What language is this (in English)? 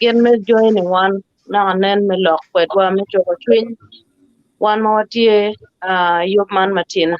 Acoli